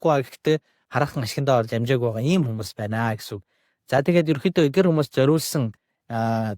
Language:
Mongolian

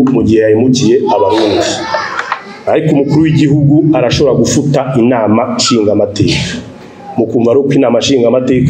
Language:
Rundi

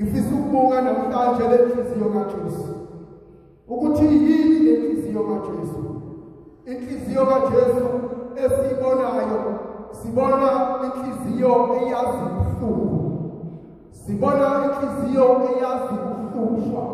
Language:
Zulu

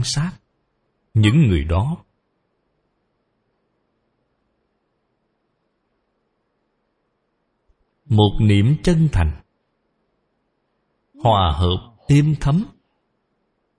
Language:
Vietnamese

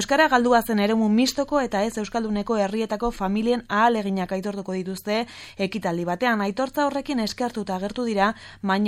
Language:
Basque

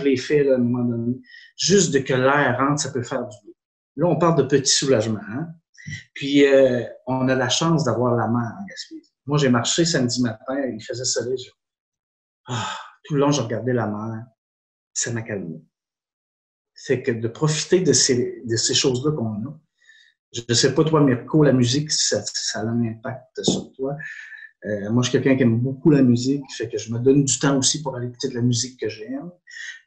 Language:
French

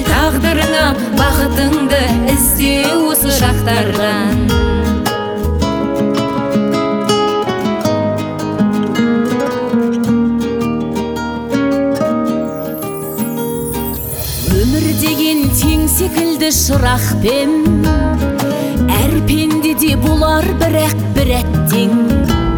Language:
Kazakh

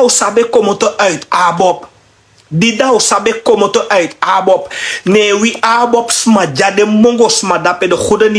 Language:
Sranan Tongo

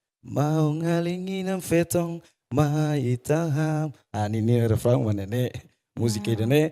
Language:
Tetum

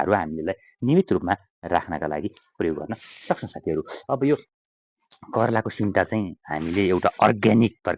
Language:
Nepali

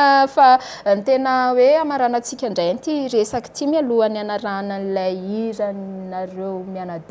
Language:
Malagasy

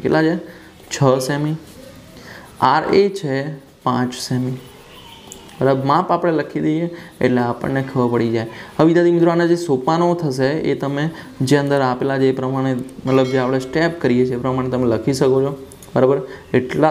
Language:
Gujarati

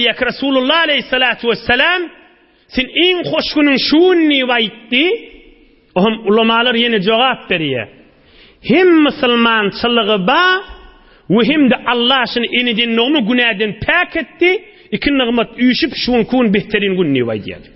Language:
Turkmen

